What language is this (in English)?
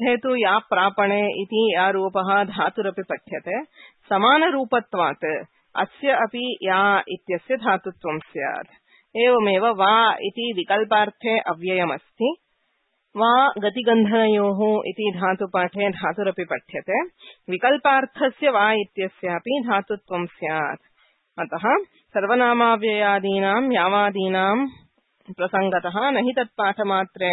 Sanskrit